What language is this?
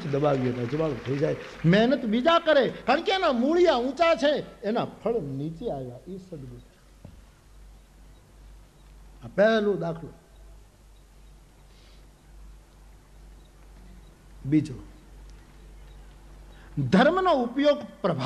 Gujarati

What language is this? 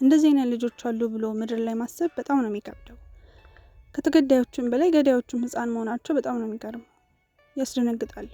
Amharic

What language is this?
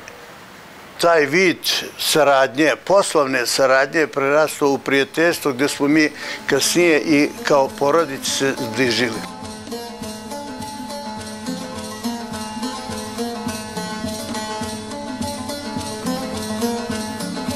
Bosnian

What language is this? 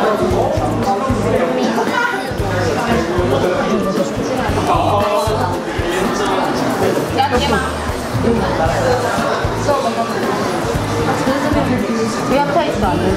Chinese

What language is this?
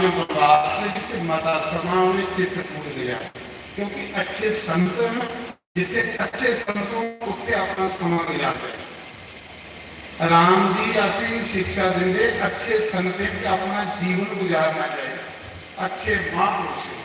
Dogri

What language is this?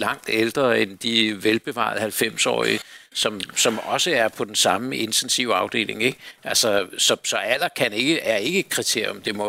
Danish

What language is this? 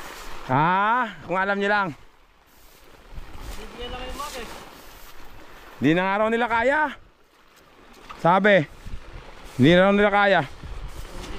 Filipino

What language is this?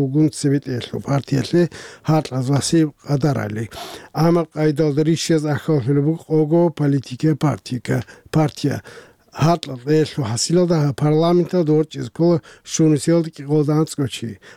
Avaric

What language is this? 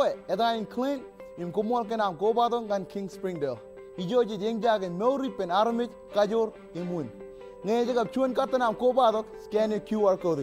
Marshallese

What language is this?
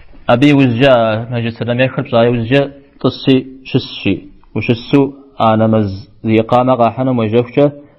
Kabardian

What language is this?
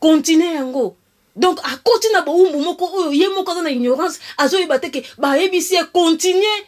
Lingala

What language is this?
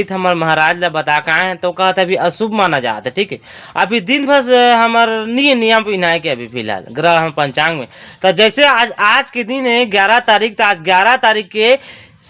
Chhattisgarhi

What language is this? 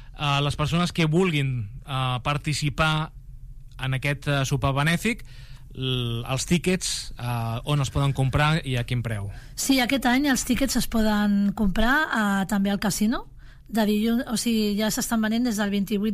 Catalan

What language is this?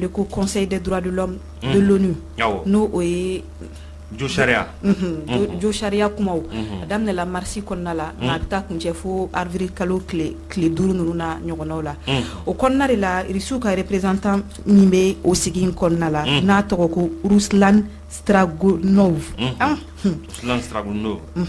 Bambara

